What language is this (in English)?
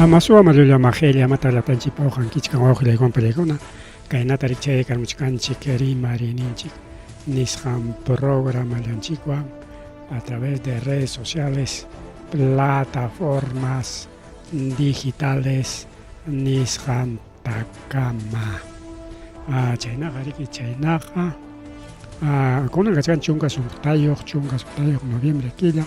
Ayacucho Quechua